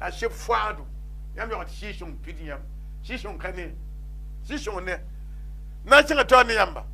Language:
Mossi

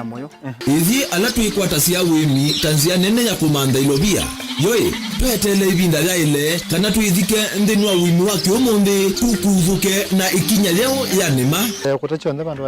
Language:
Kamba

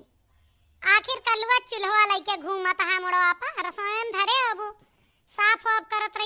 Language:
Awadhi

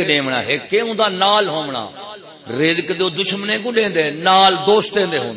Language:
Saraiki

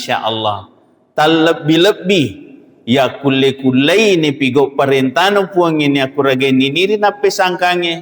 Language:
Buginese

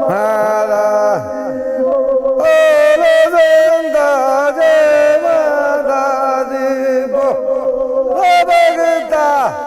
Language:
Dogri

